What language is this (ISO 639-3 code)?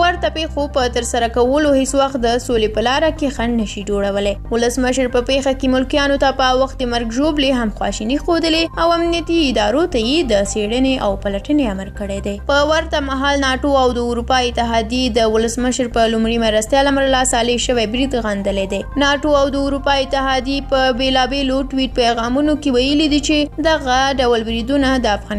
pus